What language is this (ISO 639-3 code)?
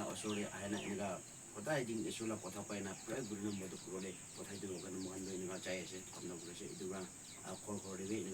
nag